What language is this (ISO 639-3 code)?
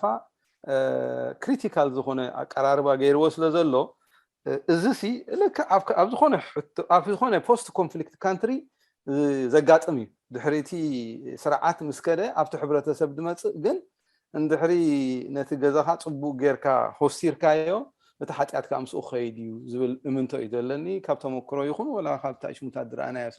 tir